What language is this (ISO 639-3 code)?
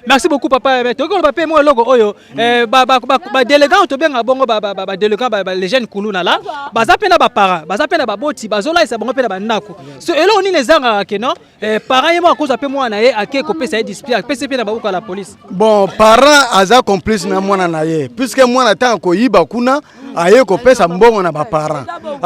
lin